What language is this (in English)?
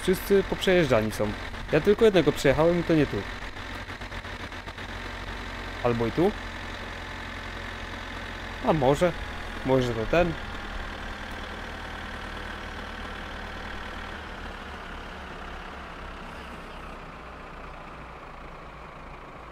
Polish